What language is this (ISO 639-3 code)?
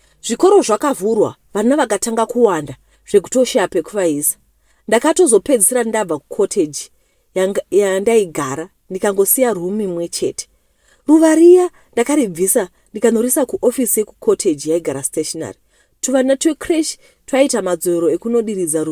sna